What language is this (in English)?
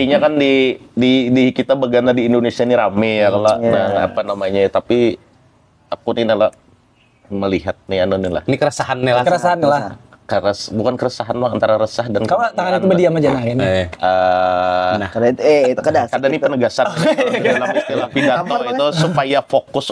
Banjar